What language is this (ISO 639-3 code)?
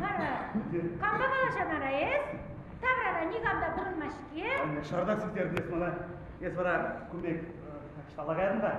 chv